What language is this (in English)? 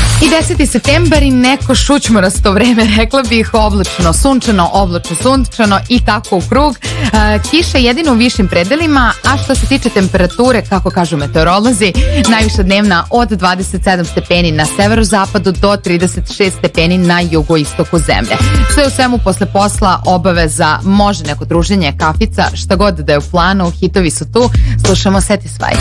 Serbian